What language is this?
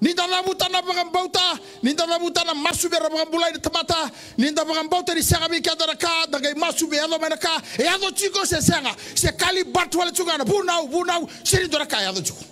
Fijian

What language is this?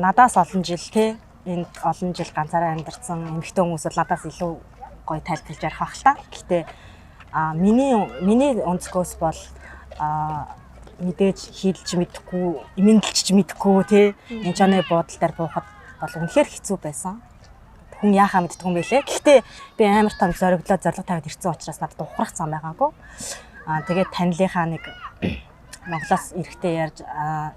Mongolian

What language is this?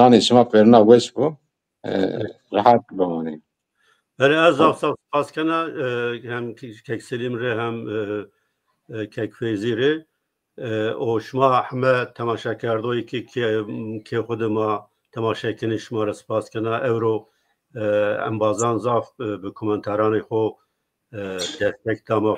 Zaza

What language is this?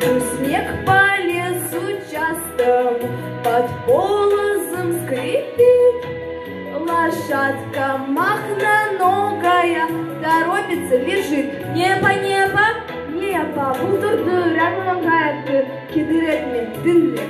Crimean Tatar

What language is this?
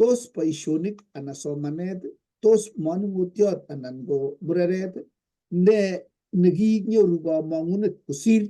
Kalenjin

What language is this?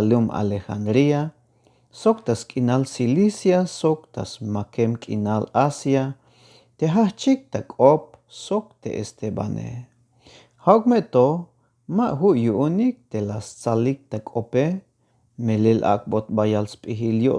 Tzeltal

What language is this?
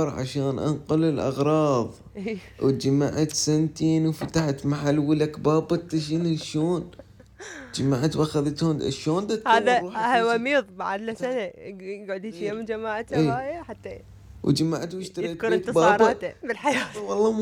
Mesopotamian Arabic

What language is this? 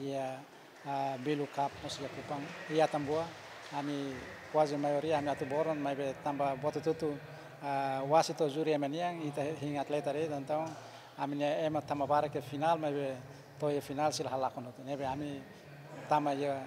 Tetum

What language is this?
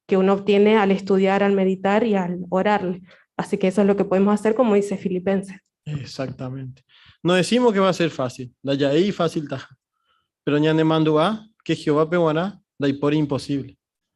Guarani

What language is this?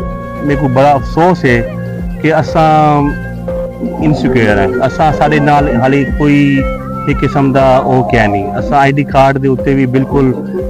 Saraiki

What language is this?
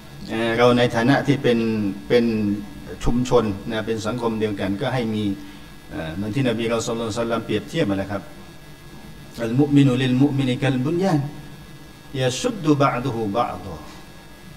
Thai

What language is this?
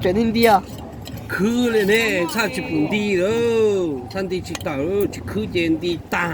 Hmong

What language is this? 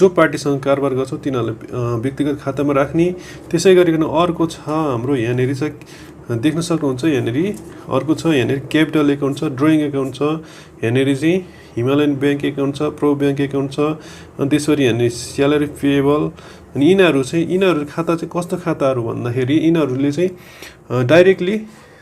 Nepali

